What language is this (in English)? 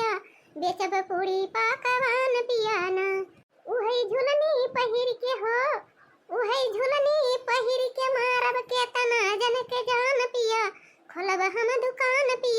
Awadhi